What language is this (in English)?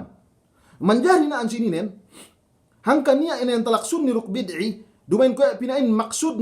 Yakan